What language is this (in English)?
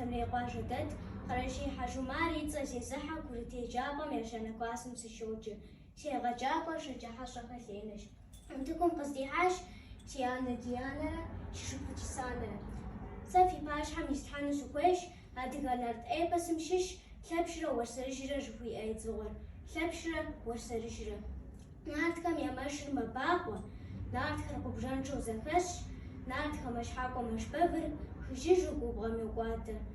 Kabardian